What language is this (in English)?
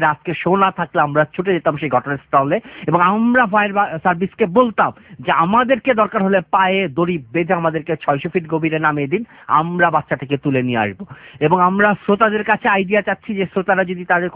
Bangla